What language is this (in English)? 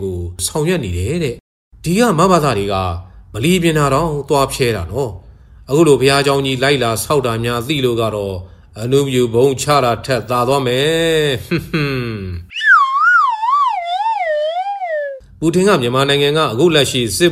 Burmese